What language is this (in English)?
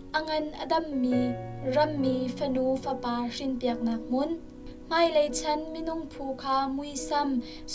Hakha Chin